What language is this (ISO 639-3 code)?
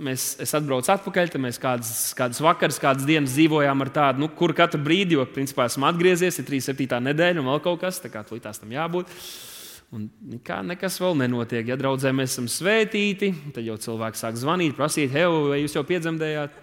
lav